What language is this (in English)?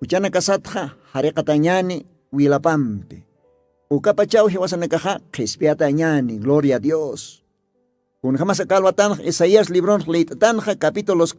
Aymara